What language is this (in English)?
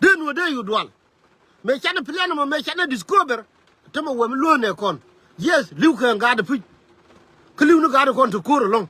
Nuer